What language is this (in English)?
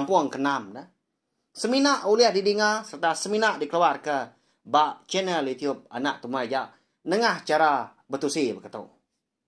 Iban